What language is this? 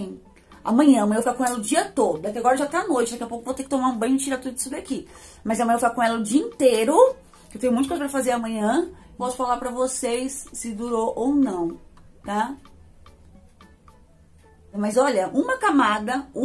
Portuguese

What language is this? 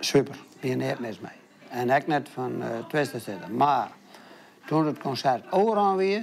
Western Frisian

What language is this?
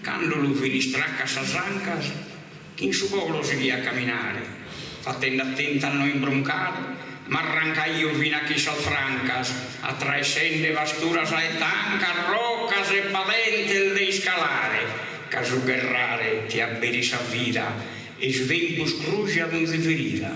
Sardinian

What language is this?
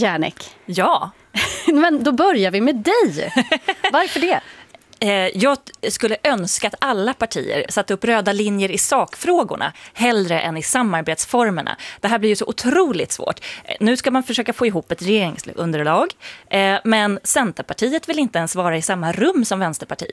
Swedish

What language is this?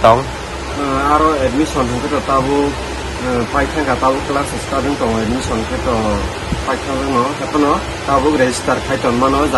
Kok Borok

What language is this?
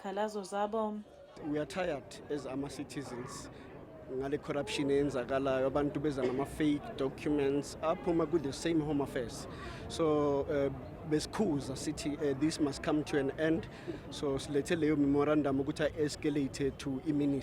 Zulu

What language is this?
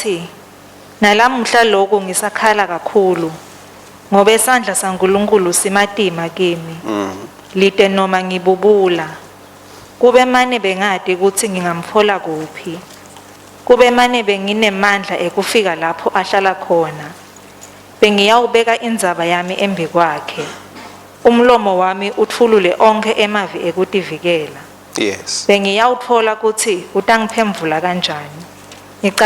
Swati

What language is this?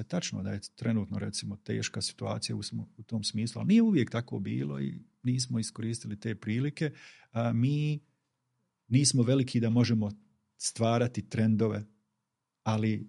Bosnian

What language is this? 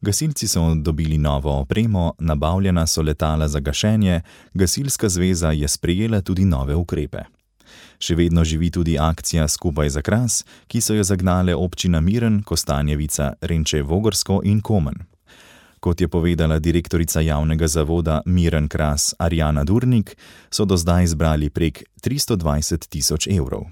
Slovenian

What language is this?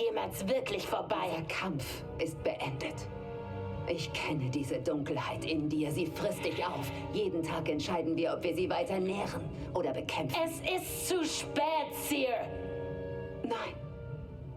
Bavarian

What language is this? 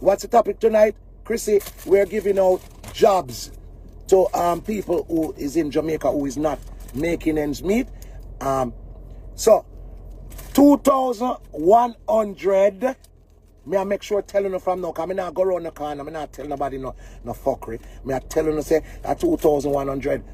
Jamaican Creole English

